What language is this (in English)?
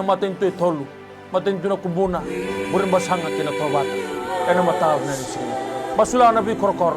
Fijian